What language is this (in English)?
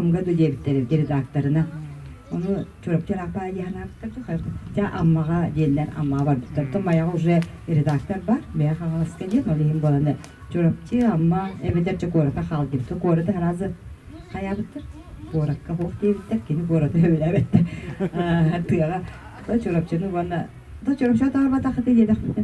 Yakut